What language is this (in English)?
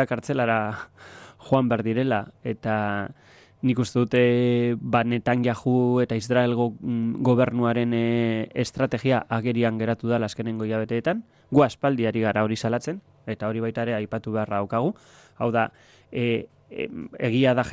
Basque